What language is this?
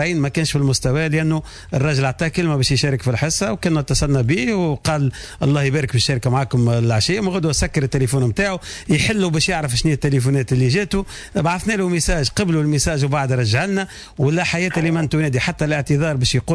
Tunisian Arabic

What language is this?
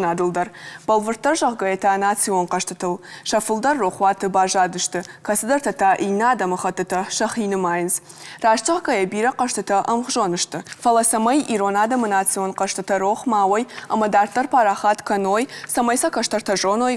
Ossetic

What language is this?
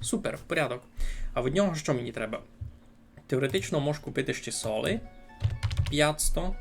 Rusyn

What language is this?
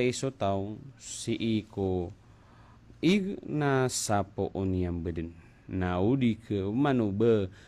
Maranao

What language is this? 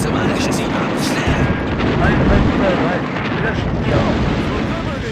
Bavarian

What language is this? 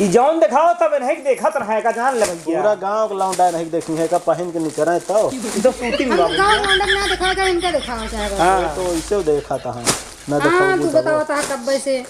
Awadhi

